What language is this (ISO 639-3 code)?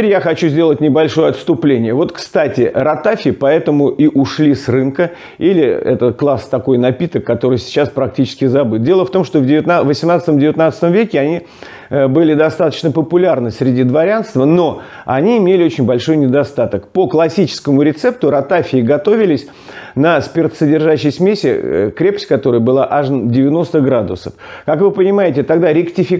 rus